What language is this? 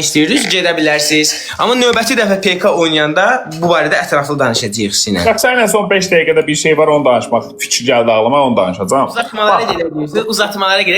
Azerbaijani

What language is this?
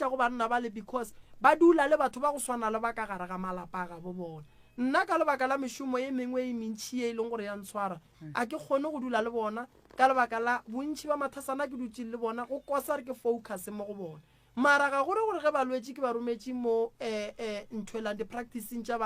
Northern Sotho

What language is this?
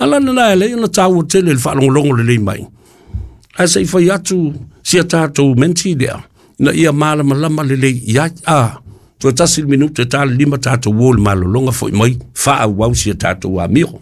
Samoan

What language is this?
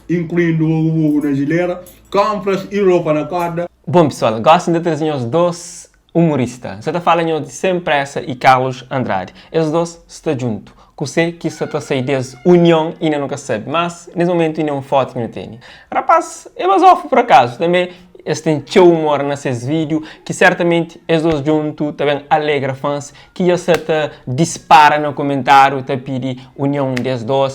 Kabuverdianu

